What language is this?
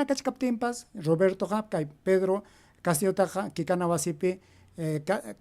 Ayacucho Quechua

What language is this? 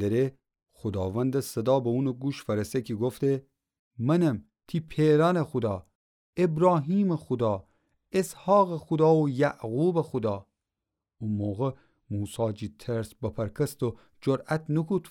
Gilaki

